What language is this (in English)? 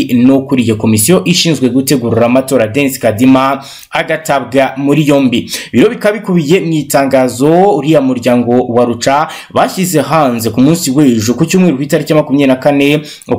Kinyarwanda